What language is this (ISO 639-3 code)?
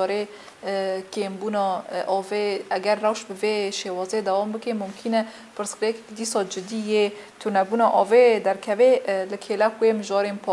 kur